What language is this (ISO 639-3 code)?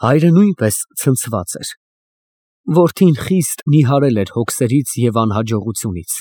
hye